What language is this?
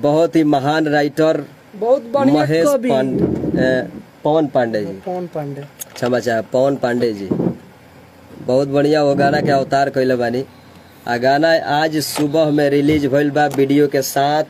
Bhojpuri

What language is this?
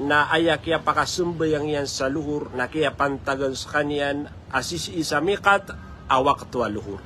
Maranao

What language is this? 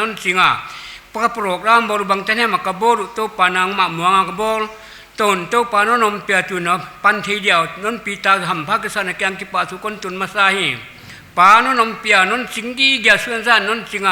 Paite Chin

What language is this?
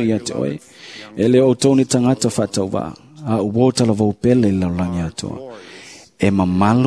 Samoan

